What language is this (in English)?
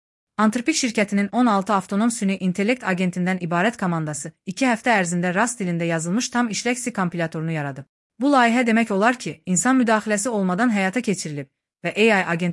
Azerbaijani